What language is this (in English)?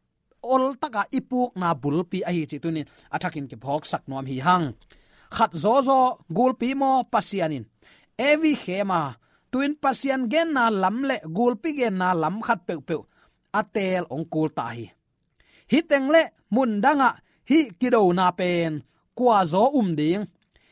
Tedim Chin